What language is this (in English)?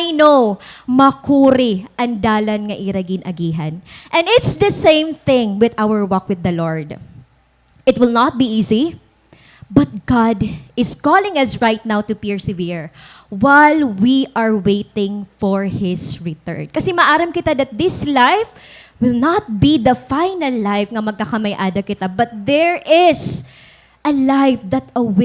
Waray